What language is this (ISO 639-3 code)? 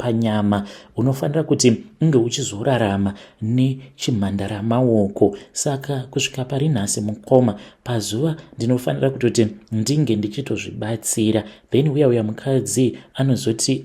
sna